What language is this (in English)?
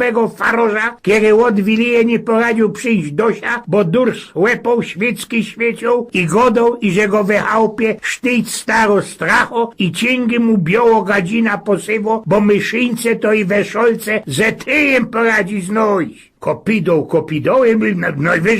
Silesian